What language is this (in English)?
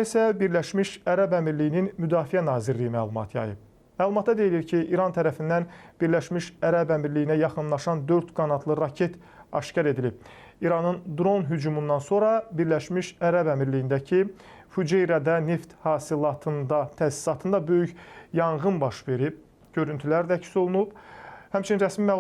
Azerbaijani